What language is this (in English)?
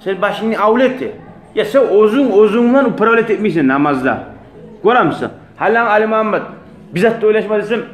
Kumyk